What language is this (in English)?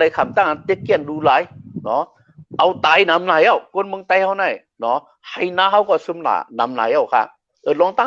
Shan